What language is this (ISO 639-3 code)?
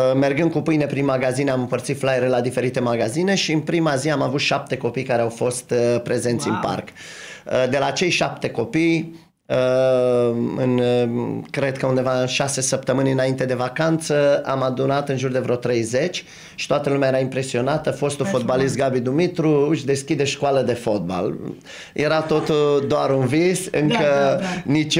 ron